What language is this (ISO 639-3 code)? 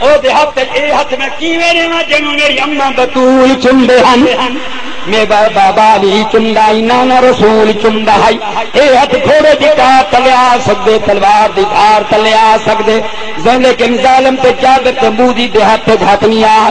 skr